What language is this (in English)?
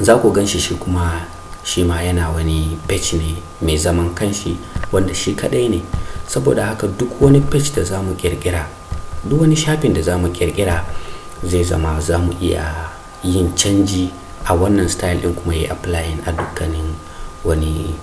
Hausa